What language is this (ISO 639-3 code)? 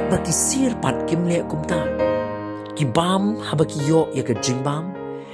kha